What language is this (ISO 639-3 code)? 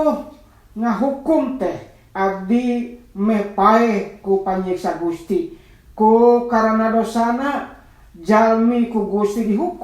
sun